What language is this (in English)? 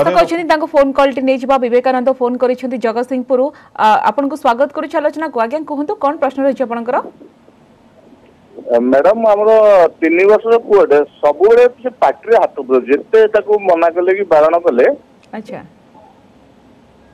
Odia